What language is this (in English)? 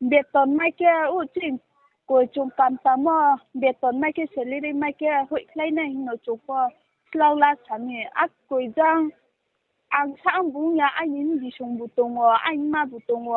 Riang (India)